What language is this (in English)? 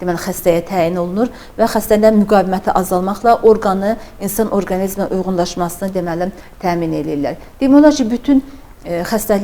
Azerbaijani